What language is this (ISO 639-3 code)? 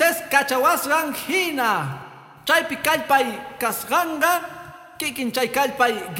que